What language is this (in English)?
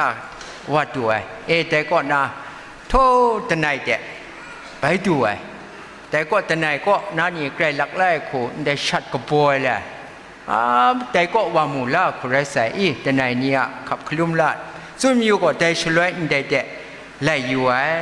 Kachin